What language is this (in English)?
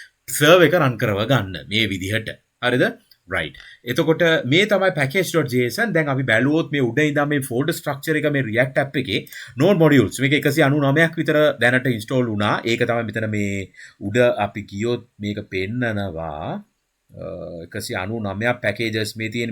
Sinhala